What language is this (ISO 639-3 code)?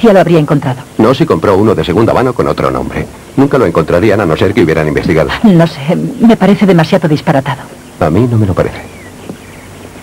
spa